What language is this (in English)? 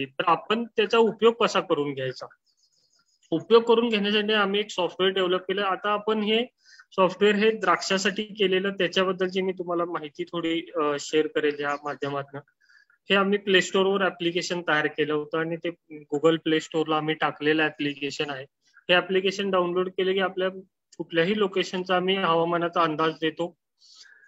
Marathi